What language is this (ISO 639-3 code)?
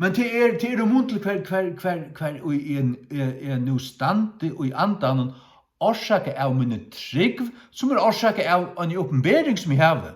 fao